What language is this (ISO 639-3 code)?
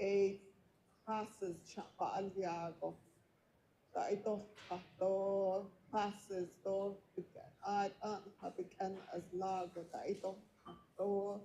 nav